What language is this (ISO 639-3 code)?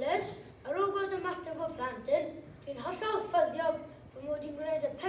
cym